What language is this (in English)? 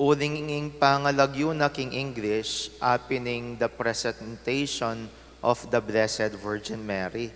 Pampanga